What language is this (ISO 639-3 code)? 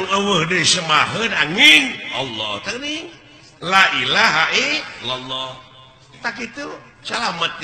sun